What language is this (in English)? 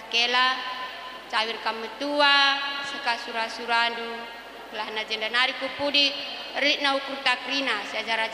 Batak Karo